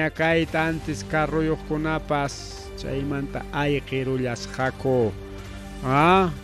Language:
Ayacucho Quechua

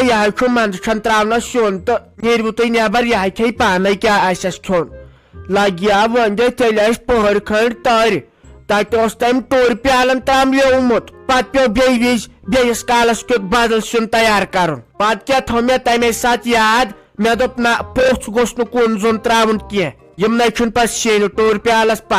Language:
Kashmiri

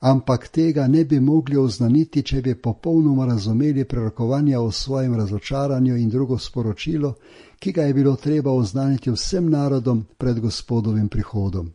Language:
Slovenian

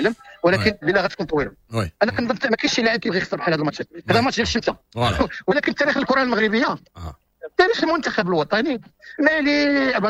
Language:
Moroccan Arabic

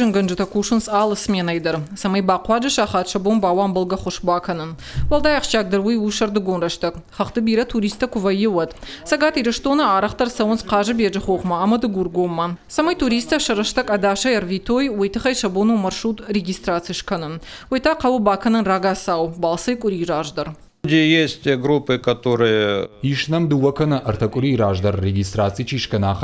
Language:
Ossetic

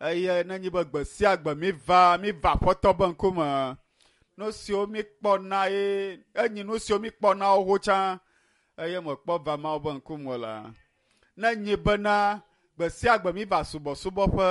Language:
Ewe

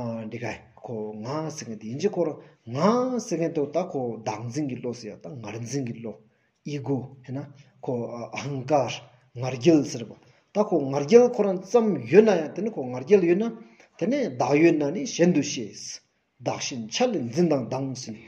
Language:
Stod Bhoti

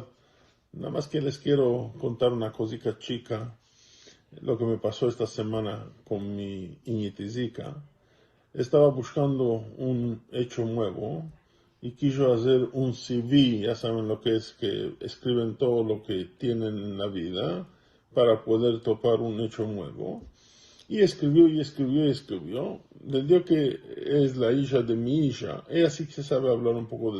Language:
Ladino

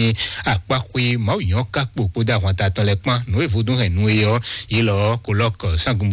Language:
Fon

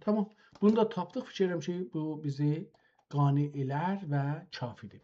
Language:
South Azerbaijani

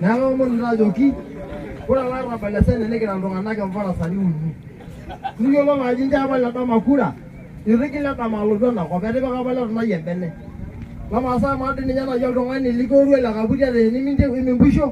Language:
Masai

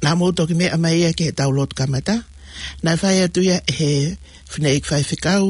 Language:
Tongan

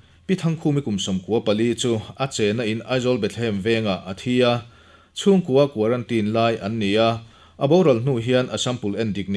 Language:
Mizo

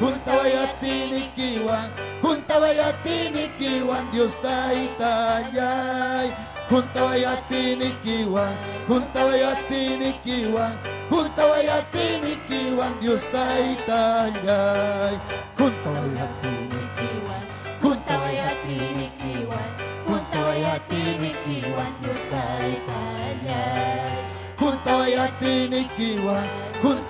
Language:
Ayacucho Quechua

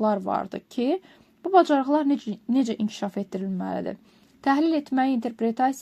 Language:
Azerbaijani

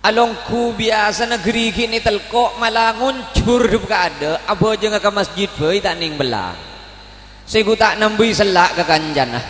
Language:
Madurese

